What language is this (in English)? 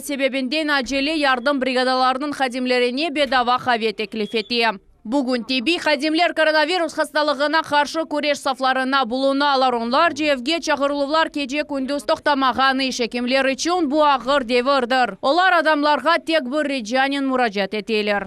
Crimean Tatar